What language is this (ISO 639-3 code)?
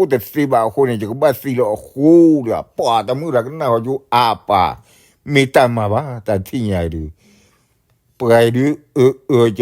ksw